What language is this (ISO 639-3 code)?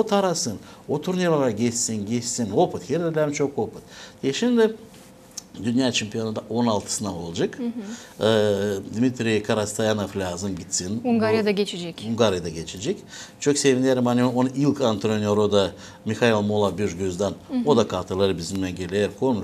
gag